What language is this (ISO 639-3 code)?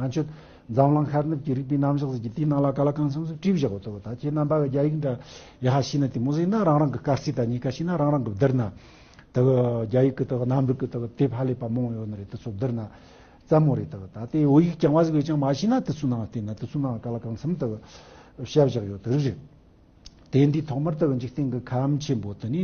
bod